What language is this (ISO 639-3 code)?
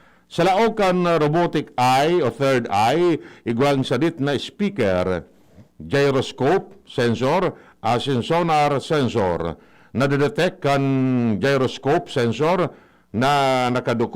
bik